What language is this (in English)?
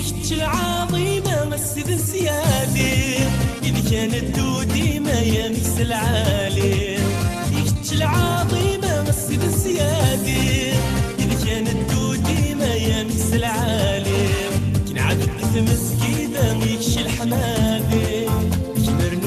Kabyle